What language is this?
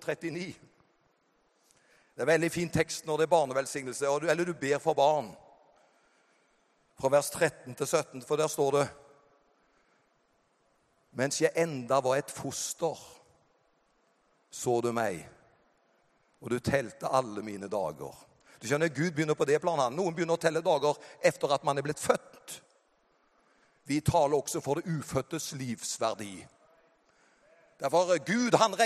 Norwegian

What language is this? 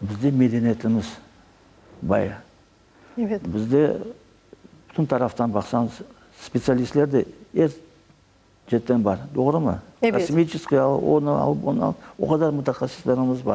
Crimean Tatar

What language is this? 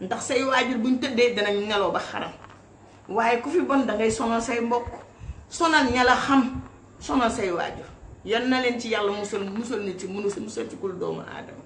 Wolof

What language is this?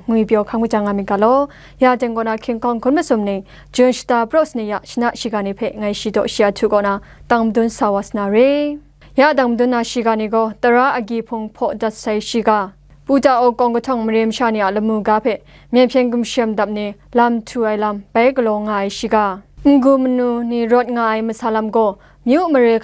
Kachin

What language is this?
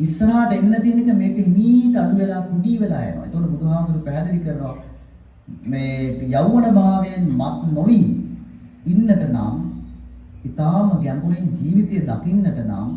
Sinhala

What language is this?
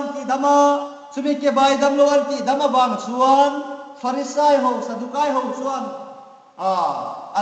Hmar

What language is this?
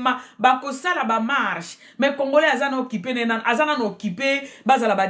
Lingala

